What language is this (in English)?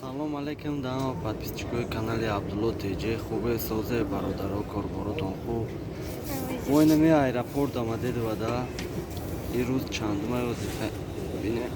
Tajik